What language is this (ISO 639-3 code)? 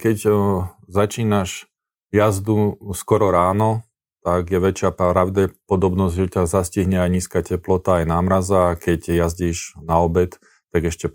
slk